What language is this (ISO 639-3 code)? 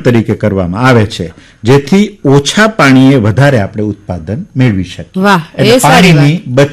guj